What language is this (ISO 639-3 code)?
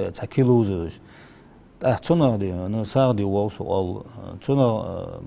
inh